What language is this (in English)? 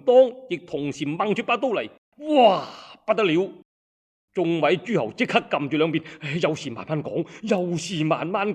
Cantonese